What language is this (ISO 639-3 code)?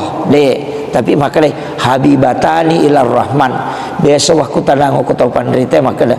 bug